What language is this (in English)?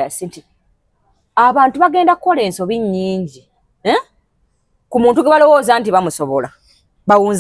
Ganda